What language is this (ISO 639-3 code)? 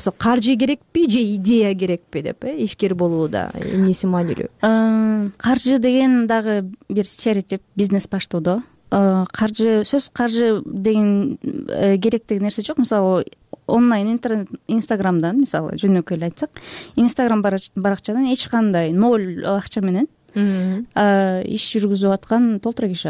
kir